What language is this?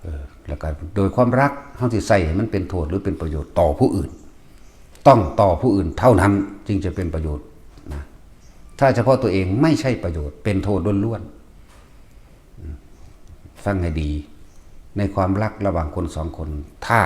Northeastern Thai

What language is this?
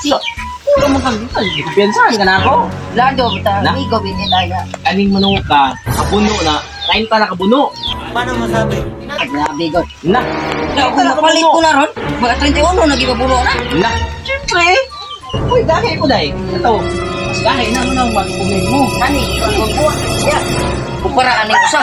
Cebuano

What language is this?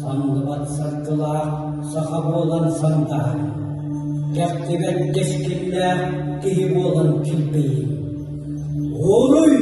Yakut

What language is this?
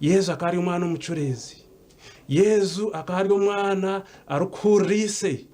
Nyankole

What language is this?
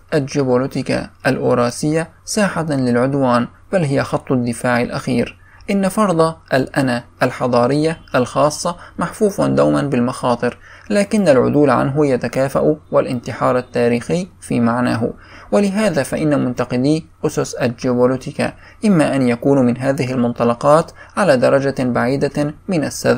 Arabic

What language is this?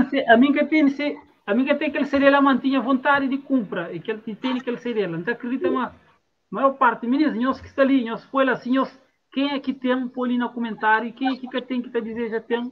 Kabuverdianu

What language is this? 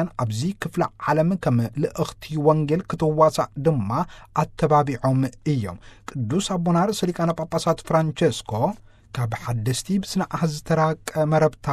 Tigrinya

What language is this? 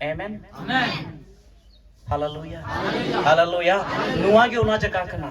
Santali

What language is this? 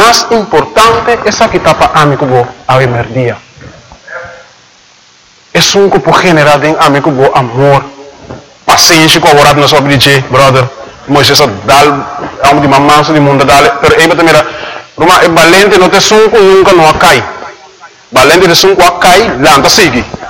Papiamento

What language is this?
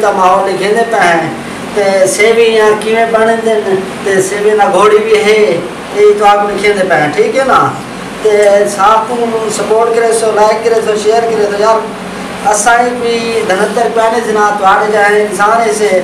Saraiki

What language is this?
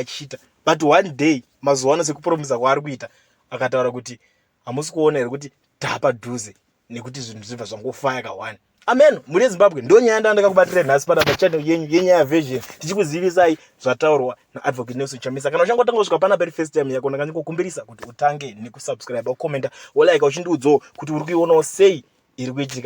Shona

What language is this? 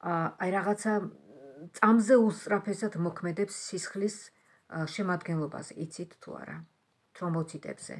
Georgian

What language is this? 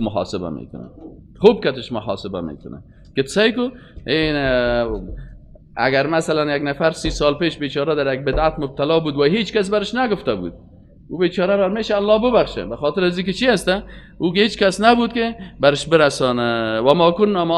Persian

